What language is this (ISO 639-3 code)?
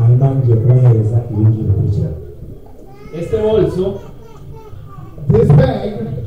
kin